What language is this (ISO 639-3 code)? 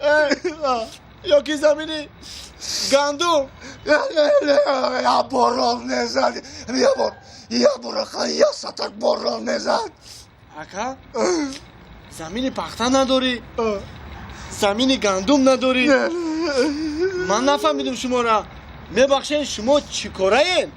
tgk